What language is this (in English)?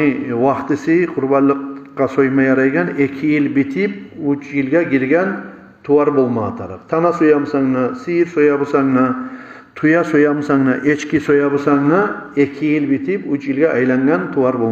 Kumyk